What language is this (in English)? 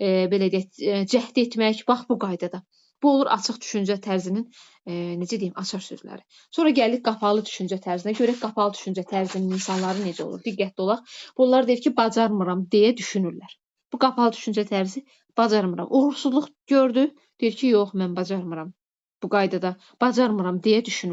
Azerbaijani